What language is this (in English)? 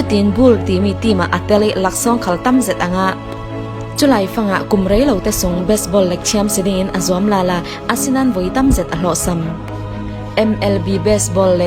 Falam Chin